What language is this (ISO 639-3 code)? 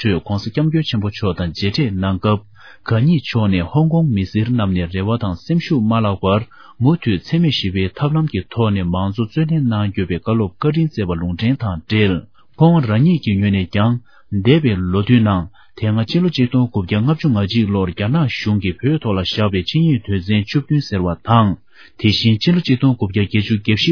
bod